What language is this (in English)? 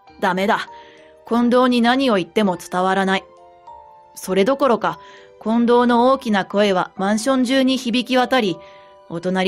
Japanese